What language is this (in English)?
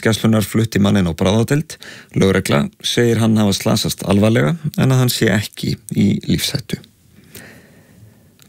Icelandic